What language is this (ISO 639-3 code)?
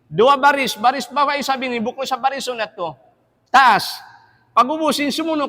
tsg